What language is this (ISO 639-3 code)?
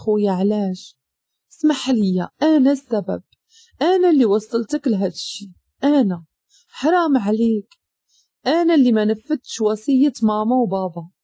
ary